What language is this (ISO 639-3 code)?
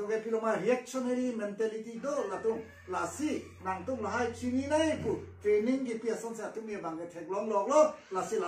mjw